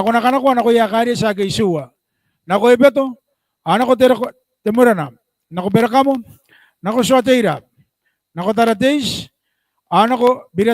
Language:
Gilbertese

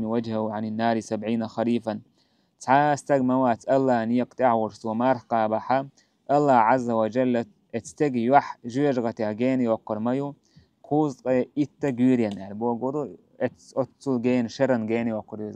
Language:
Chechen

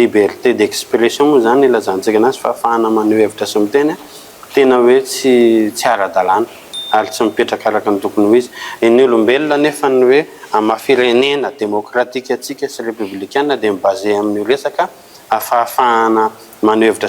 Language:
Malagasy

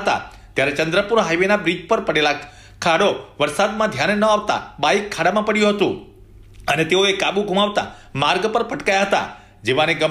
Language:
Gujarati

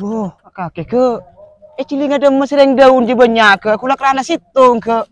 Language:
Madurese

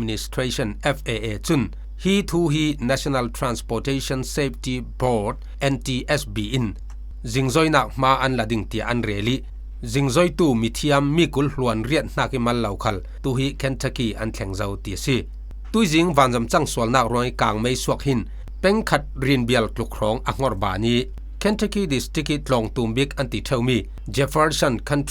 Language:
Falam Chin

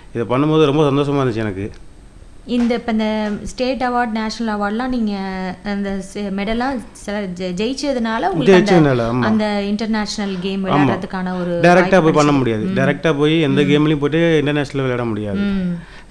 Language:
Tamil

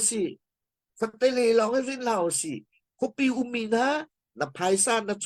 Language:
Hakha Chin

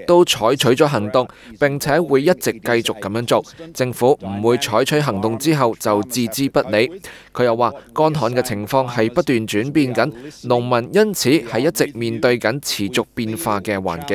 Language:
Cantonese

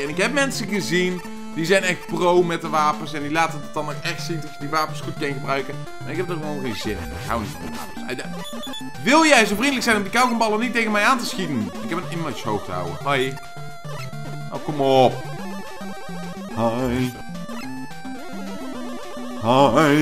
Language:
Dutch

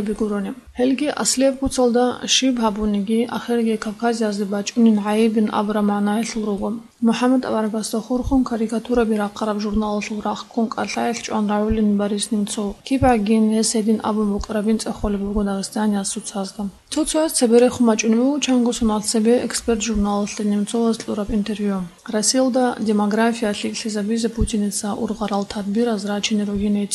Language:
Avaric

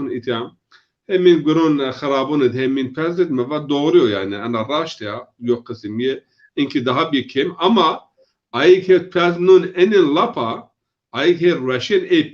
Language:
Zaza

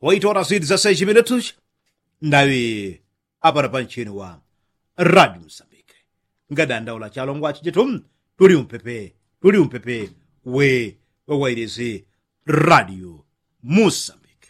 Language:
Yao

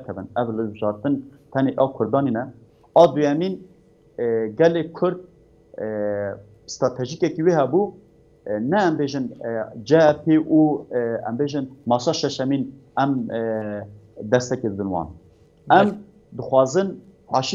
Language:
Kurdish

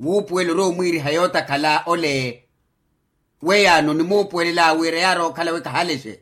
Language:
Makhuwa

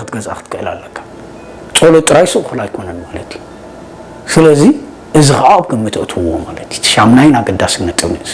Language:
Tigrinya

